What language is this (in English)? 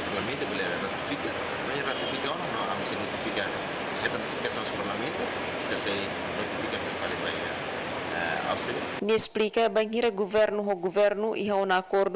Tetum